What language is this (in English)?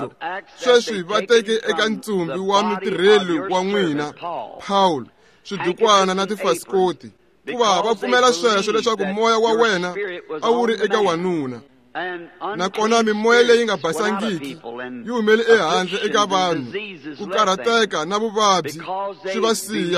Tsonga